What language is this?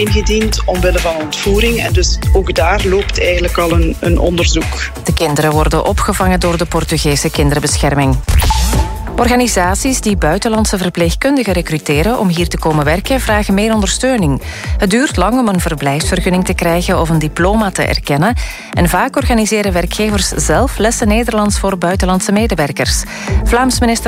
Dutch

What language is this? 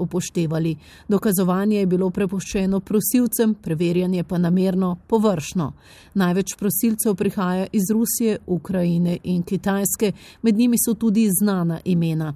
Slovenian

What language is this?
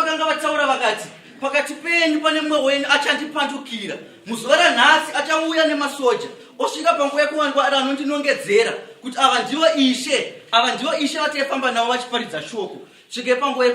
Shona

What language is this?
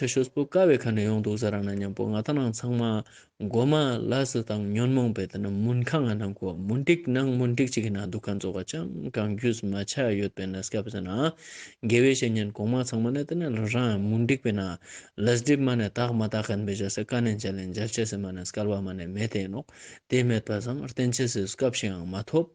Ladakhi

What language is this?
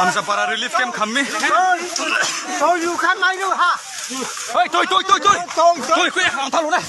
Riang (India)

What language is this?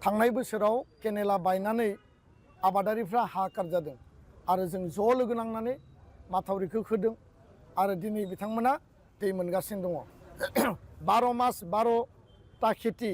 Bodo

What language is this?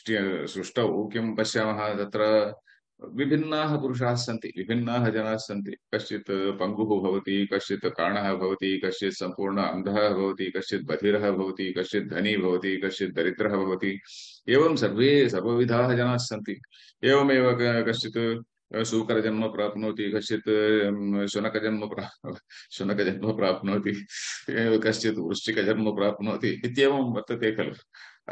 Sanskrit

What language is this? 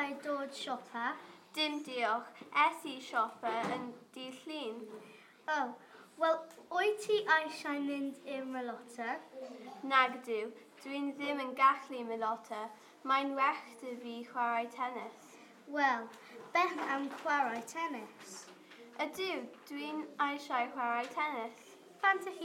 Welsh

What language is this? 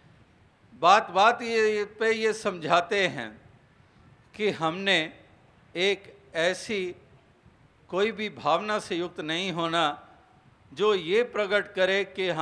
Hindi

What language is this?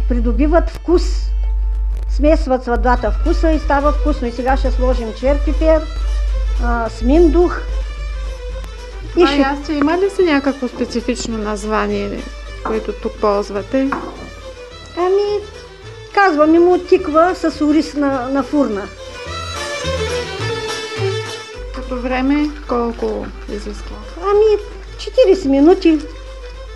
Bulgarian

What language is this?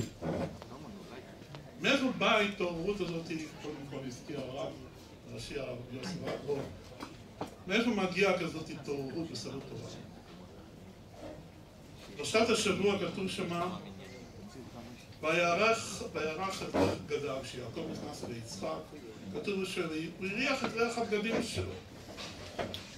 Hebrew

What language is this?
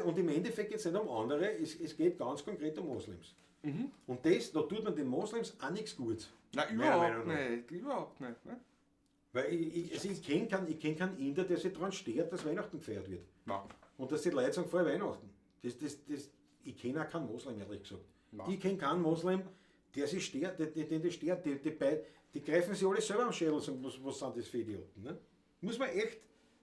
Bavarian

